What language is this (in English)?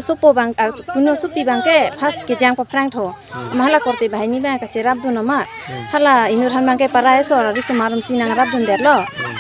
Karbi